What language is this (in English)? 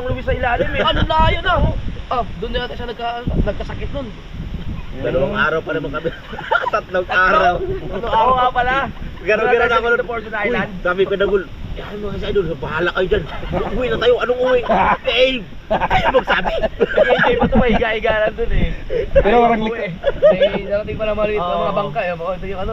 Filipino